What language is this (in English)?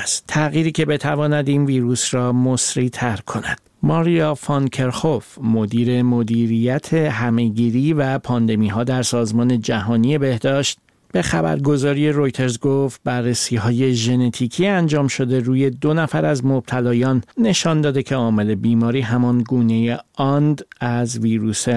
Persian